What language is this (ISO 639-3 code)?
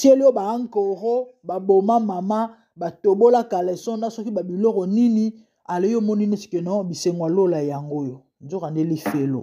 lin